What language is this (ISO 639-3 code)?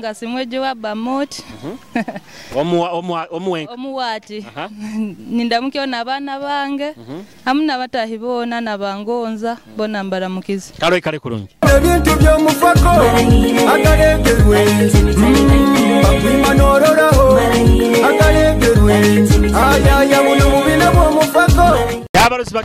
nyo